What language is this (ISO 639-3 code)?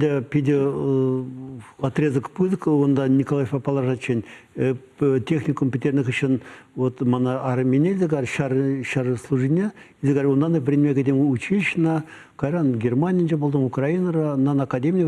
chv